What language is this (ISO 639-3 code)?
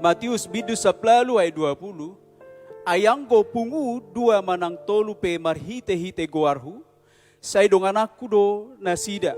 bbc